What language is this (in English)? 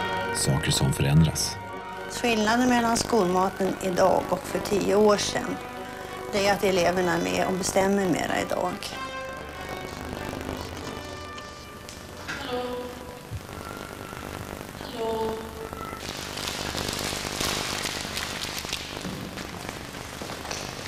Swedish